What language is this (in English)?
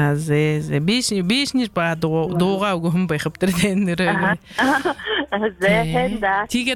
Buriat